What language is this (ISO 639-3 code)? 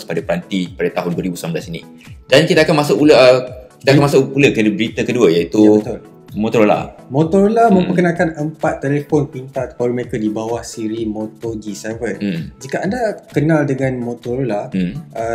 msa